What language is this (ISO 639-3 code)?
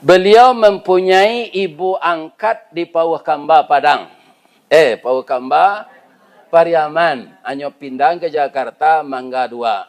min